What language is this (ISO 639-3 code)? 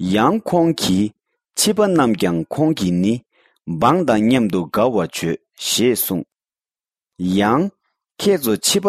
bod